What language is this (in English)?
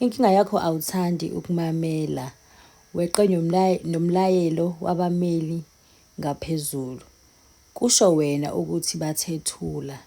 Zulu